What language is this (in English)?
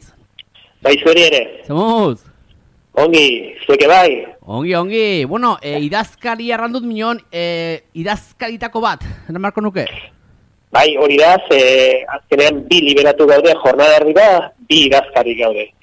Basque